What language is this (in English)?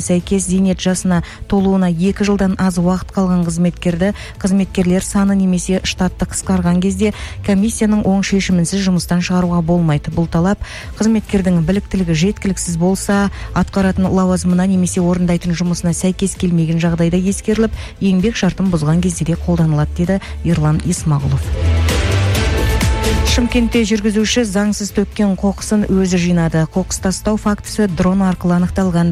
Kazakh